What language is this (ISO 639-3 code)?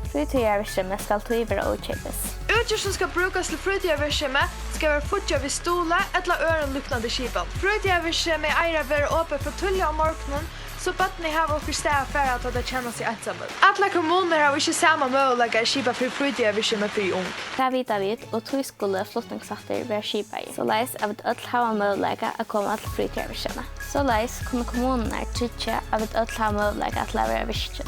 fao